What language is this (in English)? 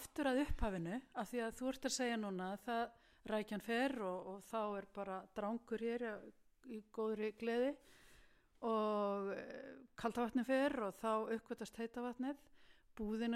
Icelandic